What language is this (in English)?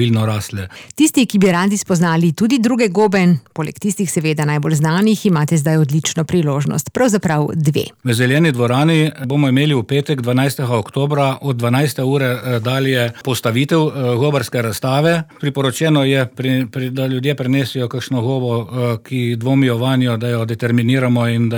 Slovenian